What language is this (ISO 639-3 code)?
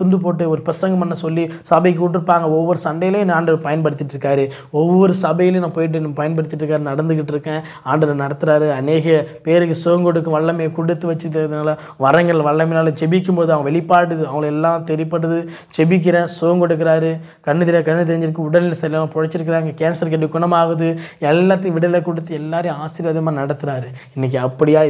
tam